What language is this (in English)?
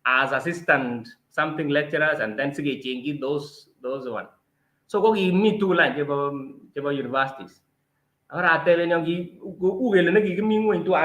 Kalenjin